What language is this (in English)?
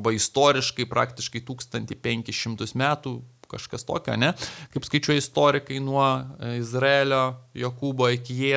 Lithuanian